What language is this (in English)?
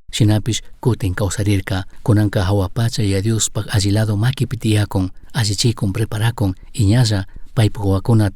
Chimborazo Highland Quichua